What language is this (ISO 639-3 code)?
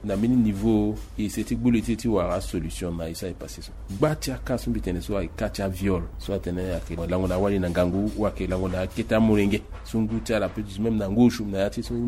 sag